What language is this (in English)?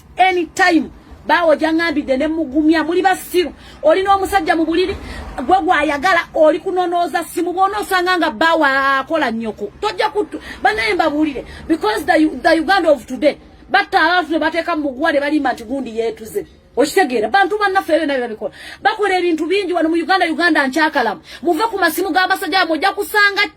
Ganda